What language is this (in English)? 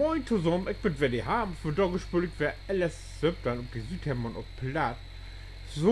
Low German